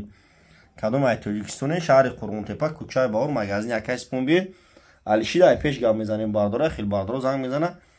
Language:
Tajik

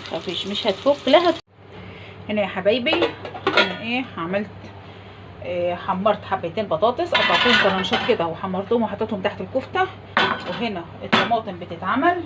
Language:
Egyptian Arabic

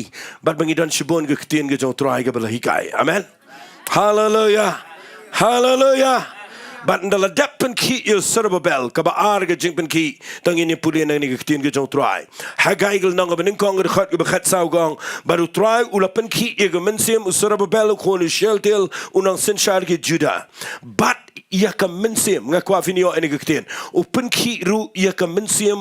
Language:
Khasi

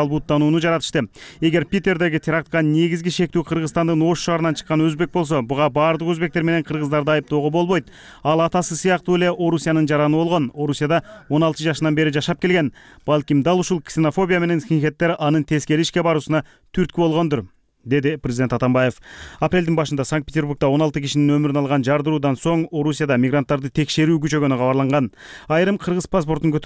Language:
Kyrgyz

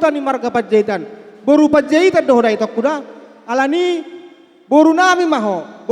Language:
Batak Toba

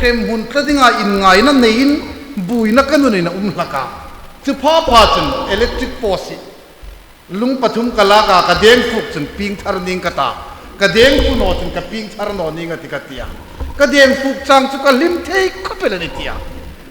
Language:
Hmar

